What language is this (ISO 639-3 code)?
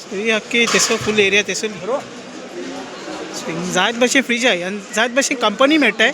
kok